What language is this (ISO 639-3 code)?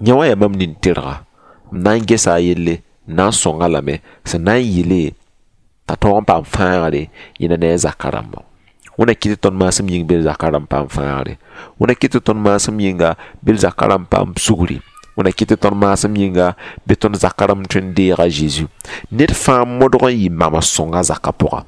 mos